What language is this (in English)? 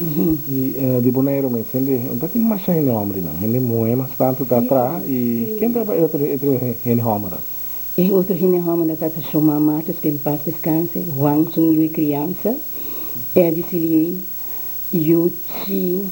Papiamento